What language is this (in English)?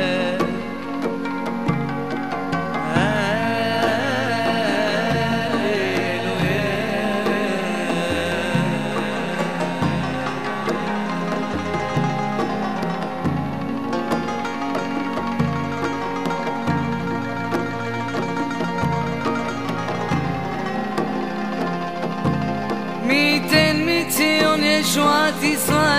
Hebrew